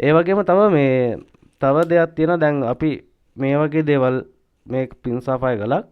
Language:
Sinhala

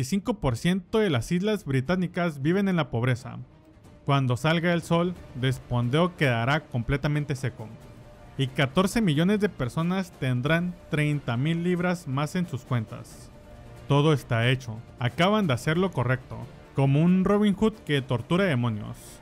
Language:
Spanish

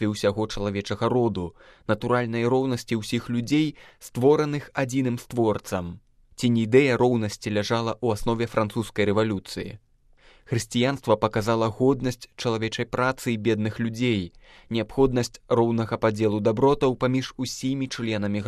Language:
Belarusian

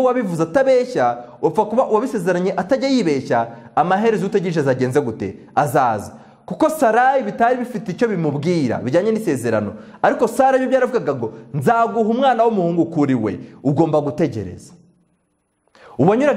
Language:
Kinyarwanda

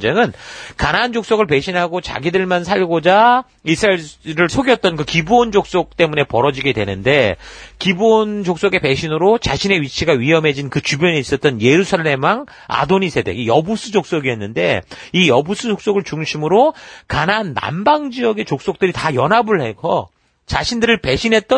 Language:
Korean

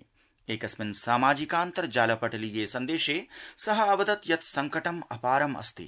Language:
Sanskrit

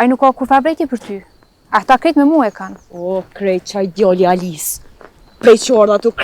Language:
Albanian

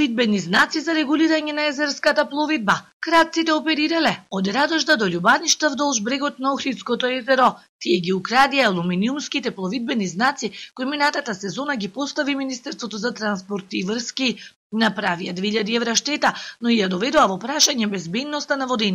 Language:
Macedonian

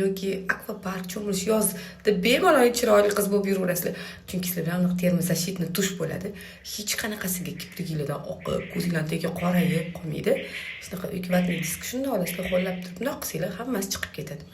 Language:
Uzbek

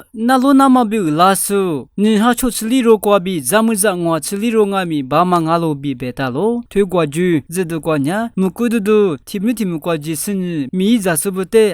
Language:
Lisu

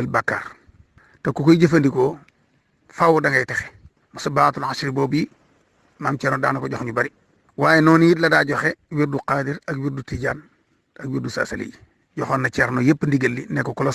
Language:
Wolof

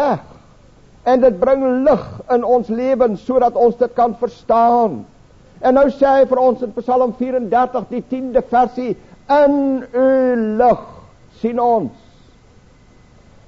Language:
Afrikaans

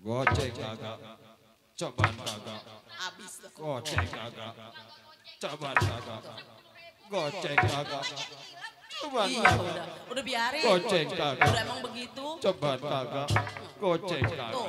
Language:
Betawi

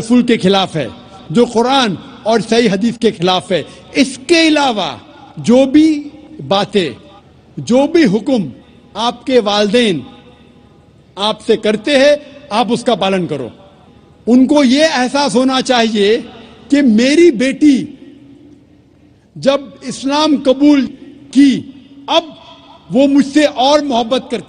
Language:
Urdu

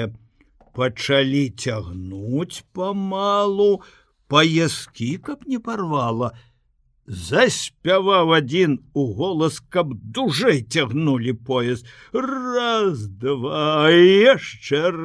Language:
Belarusian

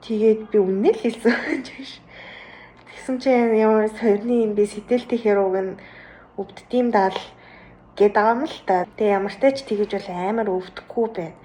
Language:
Mongolian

